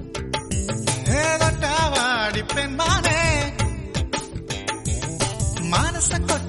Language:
Malayalam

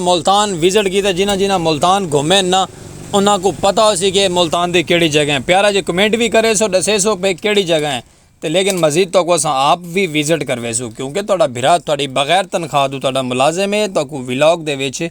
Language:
Saraiki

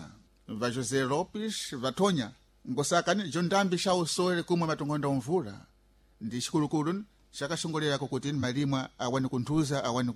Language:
Sena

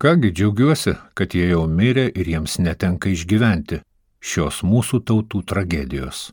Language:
Lithuanian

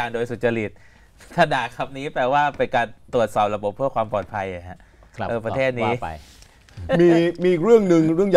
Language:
Thai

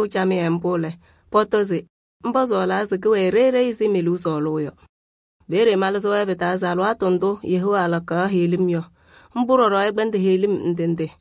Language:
Kabiyè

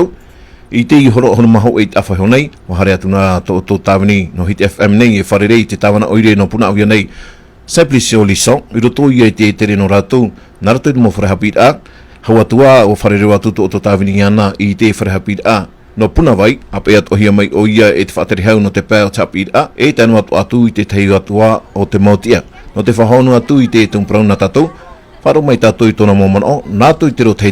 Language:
Tahitian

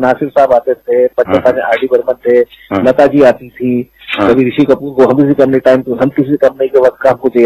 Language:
Hindi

